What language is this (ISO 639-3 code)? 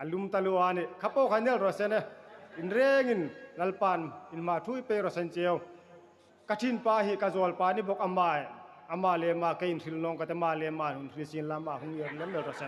hmr